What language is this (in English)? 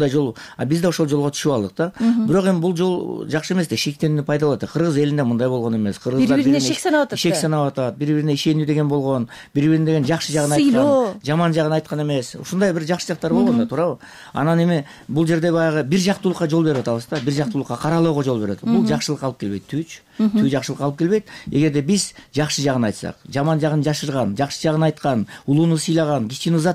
Kyrgyz